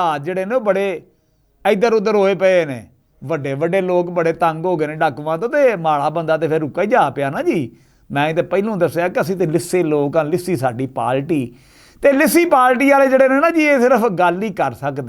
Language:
Western Panjabi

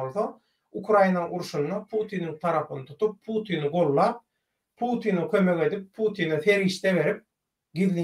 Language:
Turkmen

